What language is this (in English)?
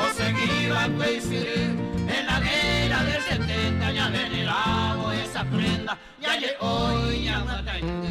Guarani